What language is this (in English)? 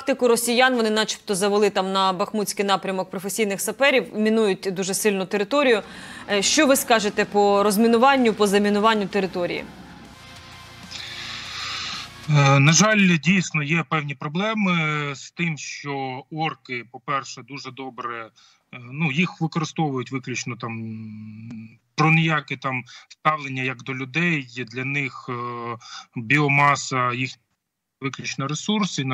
Ukrainian